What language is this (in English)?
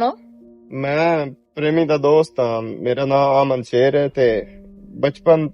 Western Panjabi